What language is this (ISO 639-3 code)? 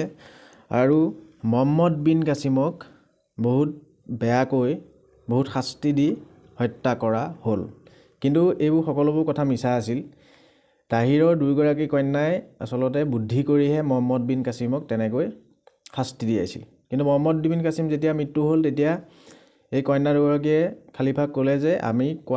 asm